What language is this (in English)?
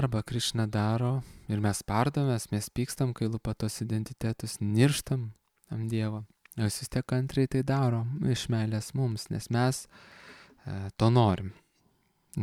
Lithuanian